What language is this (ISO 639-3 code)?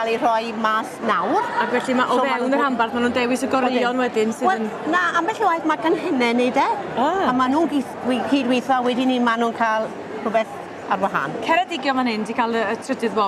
cym